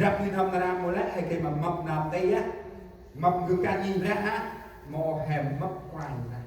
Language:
Central Mnong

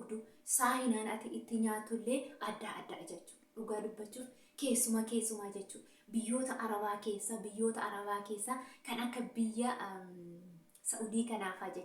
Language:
Oromo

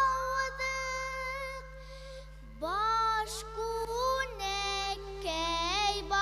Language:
Bashkir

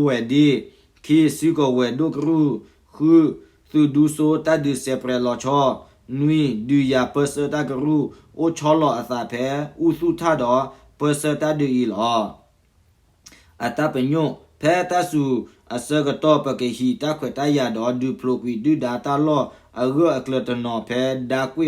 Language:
S'gaw Karen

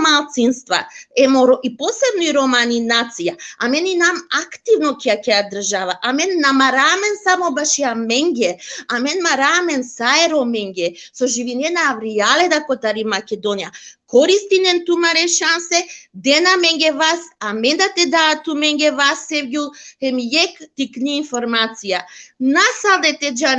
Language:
Balkan Romani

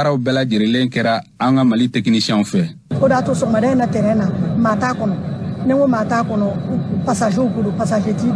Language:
Bambara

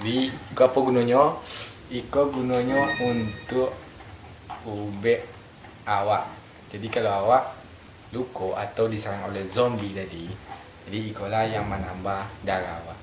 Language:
Minangkabau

